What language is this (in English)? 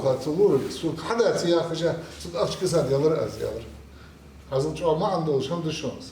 Ingush